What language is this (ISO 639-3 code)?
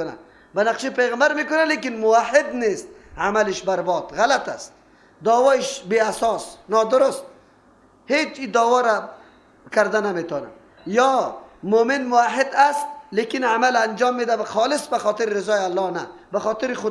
fas